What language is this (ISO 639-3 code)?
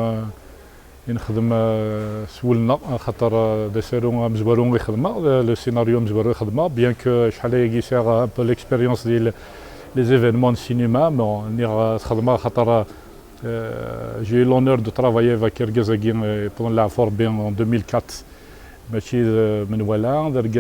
kab